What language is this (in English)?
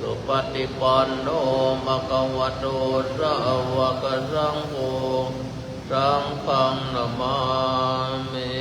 Pali